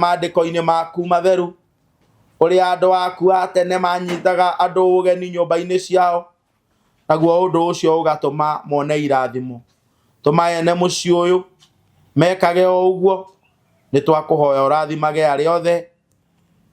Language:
Kikuyu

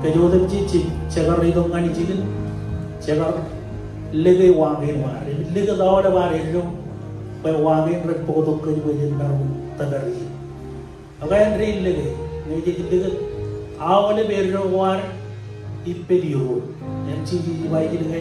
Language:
Marshallese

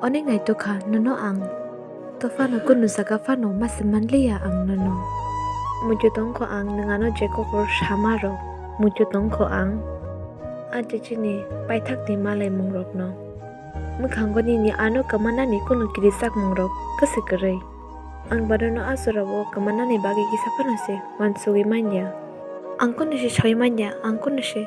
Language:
Kok Borok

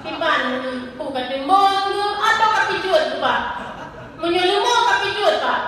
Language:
Achinese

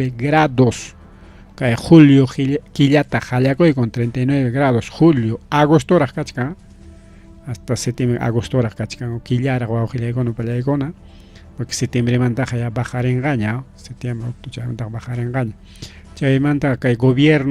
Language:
Ayacucho Quechua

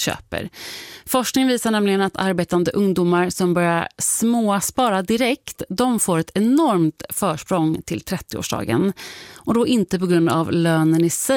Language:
Swedish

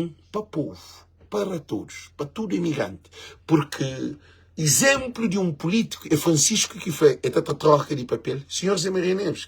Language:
Kabuverdianu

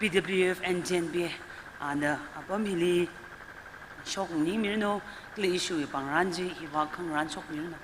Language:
Tangkhul Naga (India)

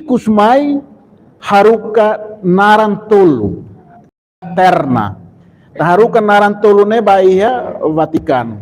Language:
Tetum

